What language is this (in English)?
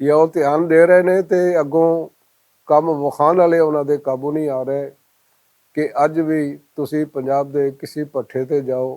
Western Panjabi